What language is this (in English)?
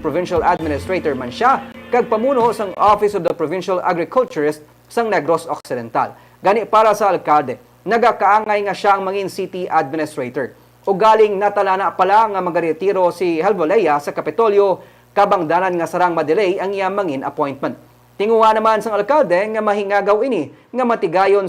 Hiligaynon